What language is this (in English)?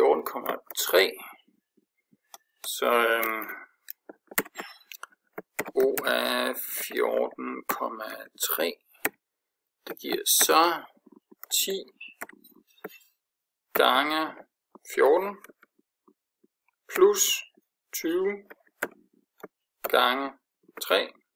Danish